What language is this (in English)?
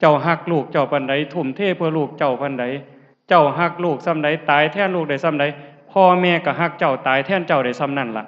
Lao